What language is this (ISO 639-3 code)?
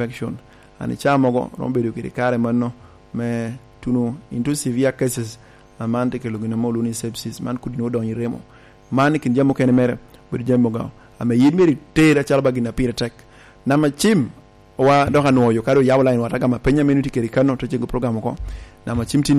laj